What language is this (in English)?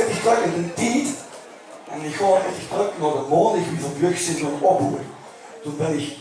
Limburgish